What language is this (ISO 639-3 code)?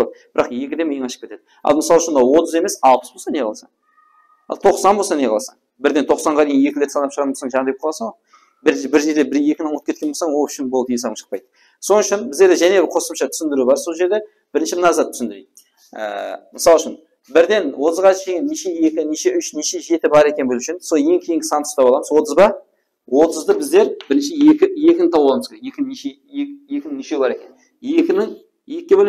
kaa